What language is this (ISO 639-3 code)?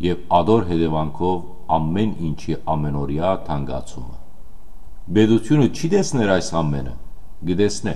hyw